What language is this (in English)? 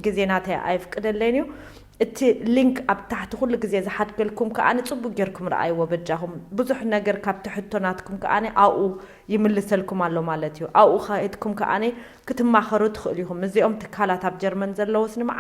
Tigrinya